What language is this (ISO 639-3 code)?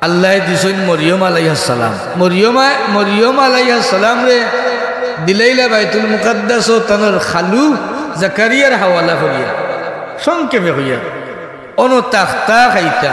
syl